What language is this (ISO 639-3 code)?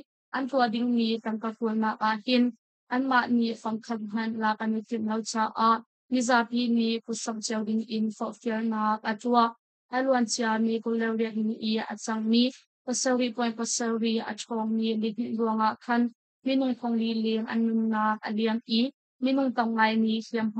cnh